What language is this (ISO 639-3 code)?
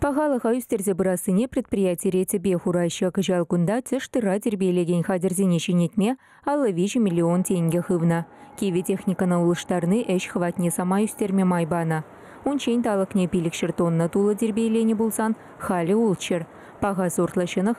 chv